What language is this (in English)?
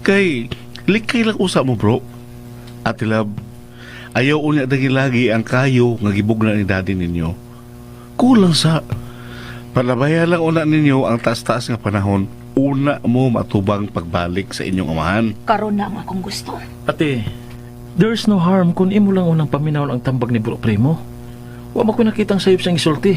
Cebuano